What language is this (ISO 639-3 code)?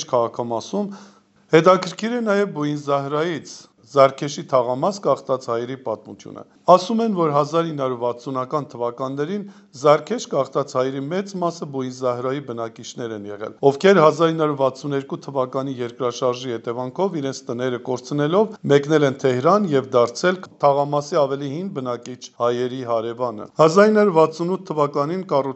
hye